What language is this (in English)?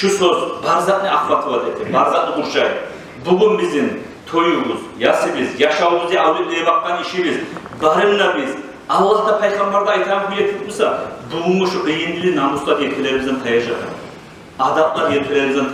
Kumyk